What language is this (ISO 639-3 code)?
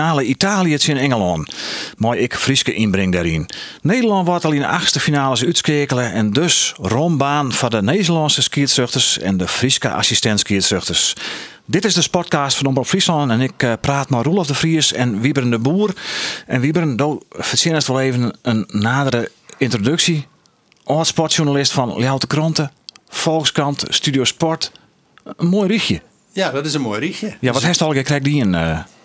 fry